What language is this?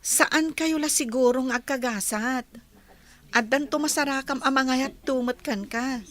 Iloko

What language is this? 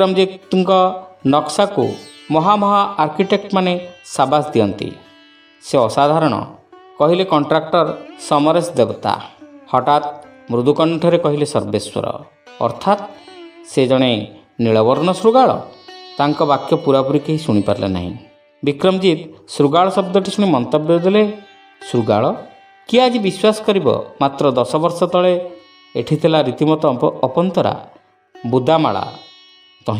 Odia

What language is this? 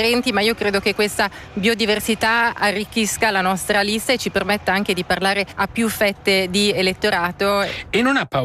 Italian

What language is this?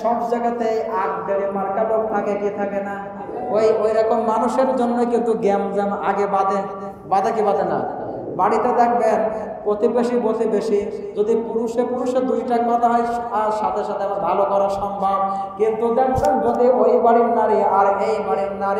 Bangla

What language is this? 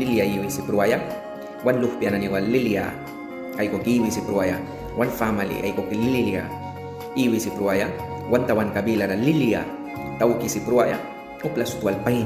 Mískito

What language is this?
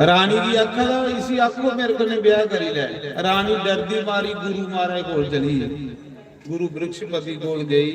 Dogri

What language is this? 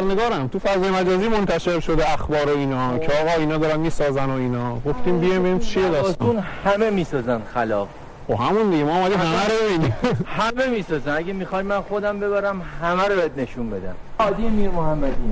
Persian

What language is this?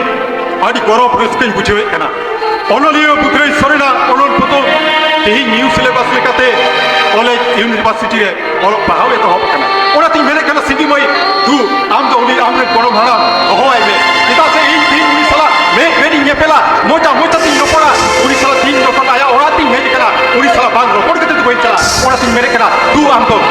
Santali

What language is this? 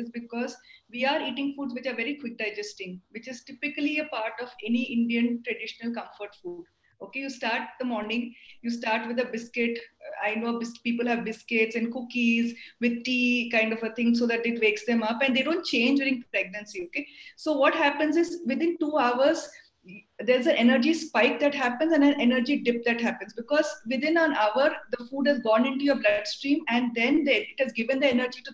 English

